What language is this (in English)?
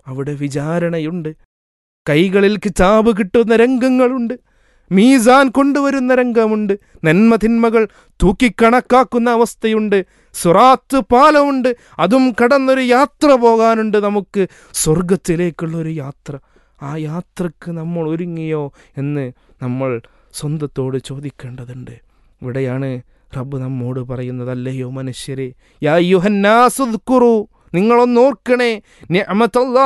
Malayalam